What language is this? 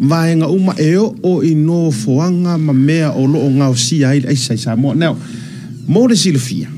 Samoan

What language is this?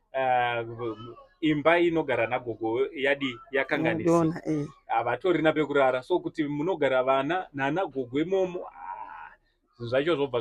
Shona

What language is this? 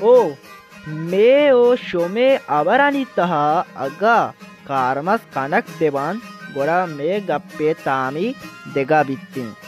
Baluchi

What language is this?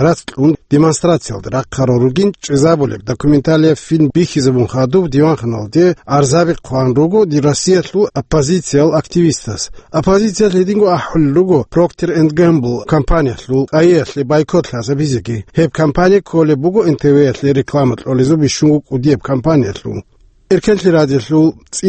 Avaric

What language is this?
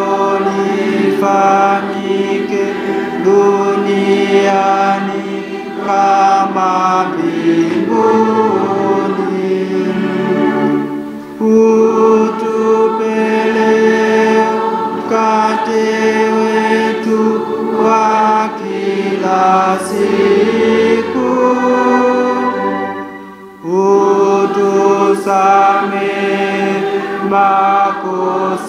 Swahili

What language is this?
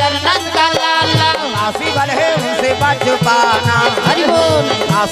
Chhattisgarhi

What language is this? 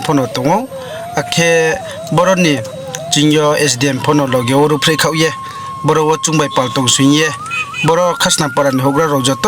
Riang (India)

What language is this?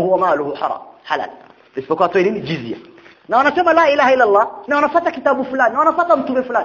Swahili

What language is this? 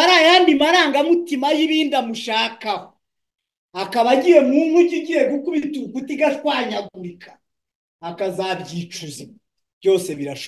Kinyarwanda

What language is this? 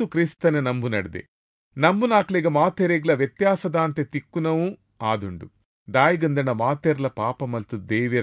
Tulu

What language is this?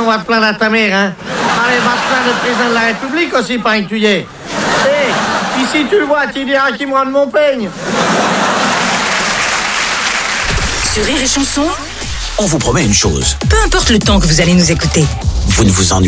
French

